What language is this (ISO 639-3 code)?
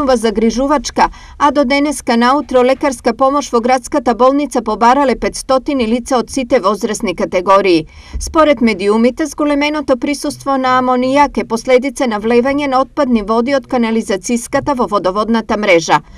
mkd